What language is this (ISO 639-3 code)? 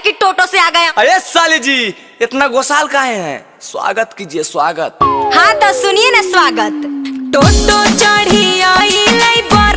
mag